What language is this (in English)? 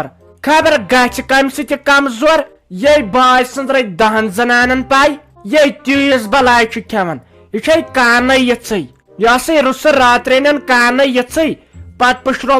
Kashmiri